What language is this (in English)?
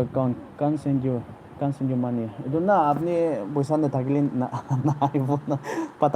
Naga Pidgin